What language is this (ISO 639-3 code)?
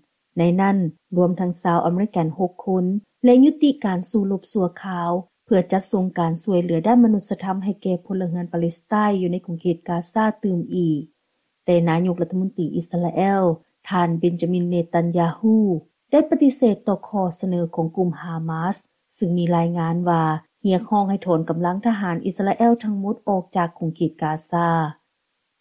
lao